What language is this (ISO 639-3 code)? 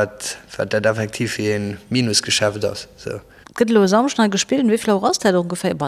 ltz